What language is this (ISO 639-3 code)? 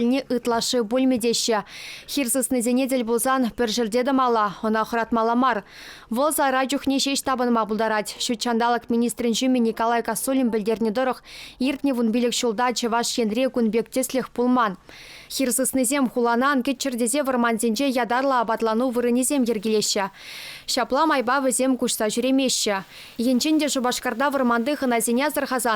chv